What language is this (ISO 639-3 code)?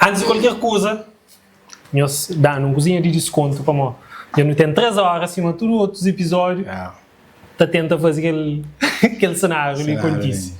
kea